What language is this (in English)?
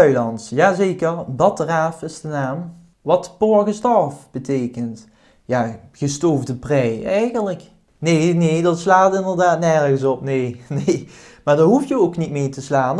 Limburgish